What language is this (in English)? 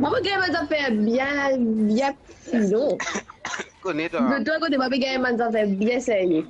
Morisyen